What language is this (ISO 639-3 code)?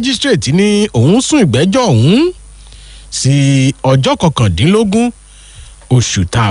yor